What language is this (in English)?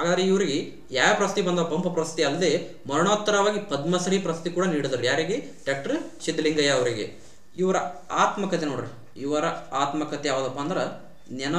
Kannada